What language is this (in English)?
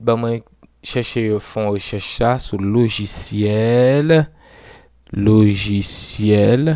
Haitian Creole